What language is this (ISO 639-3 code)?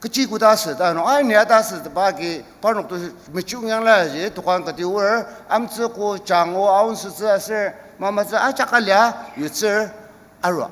njo